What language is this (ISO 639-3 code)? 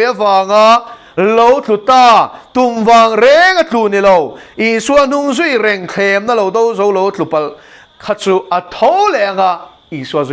lus